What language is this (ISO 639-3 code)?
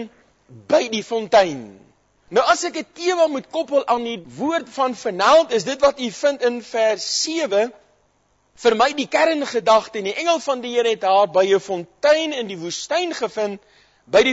afr